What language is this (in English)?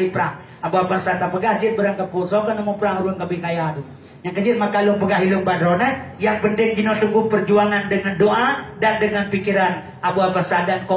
Achinese